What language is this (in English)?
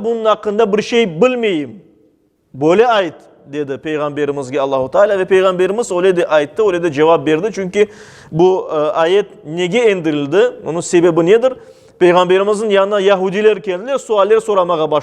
Crimean Tatar